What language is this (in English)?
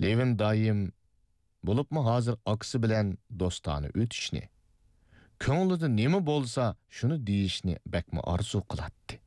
Uyghur